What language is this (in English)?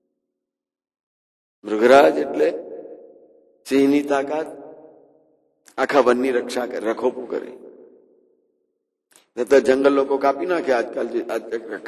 Gujarati